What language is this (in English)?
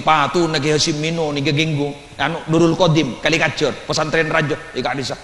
Madurese